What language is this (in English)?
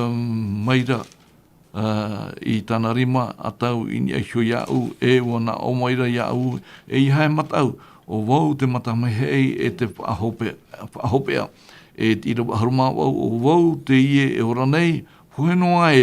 Tahitian